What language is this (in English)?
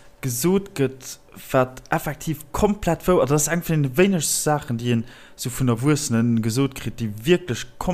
Luxembourgish